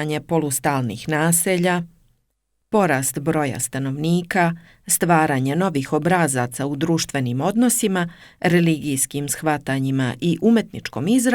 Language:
Serbian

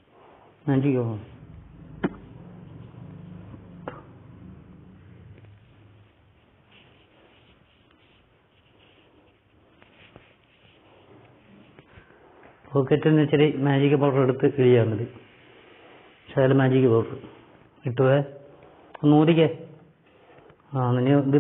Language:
Malayalam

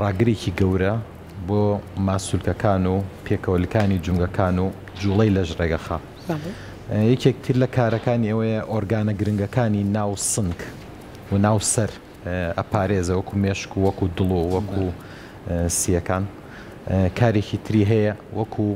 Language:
Central Kurdish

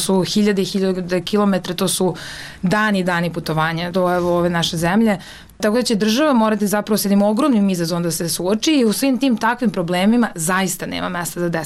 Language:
Serbian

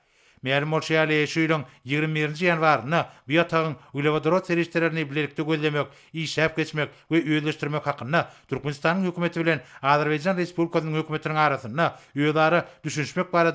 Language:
Turkmen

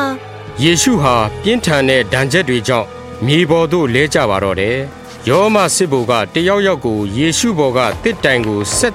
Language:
Burmese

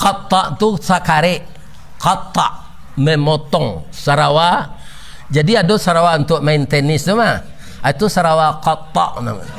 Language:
Minangkabau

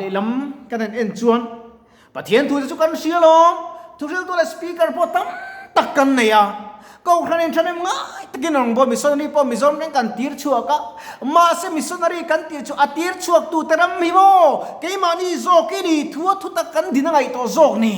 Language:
Mizo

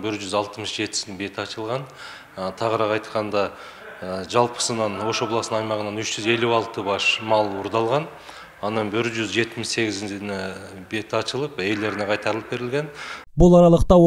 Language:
Kyrgyz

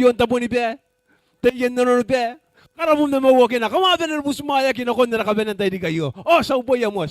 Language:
Gilbertese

